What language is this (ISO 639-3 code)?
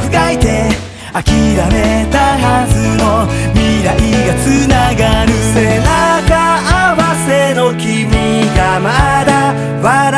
jpn